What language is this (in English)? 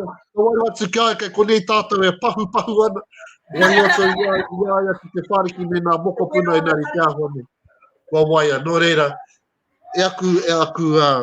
Māori